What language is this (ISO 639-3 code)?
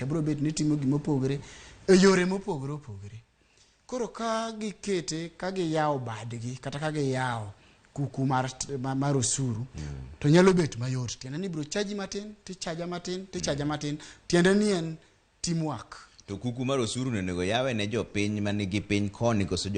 luo